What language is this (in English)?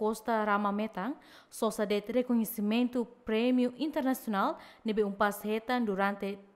Tetum